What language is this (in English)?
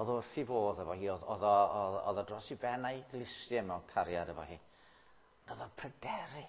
Welsh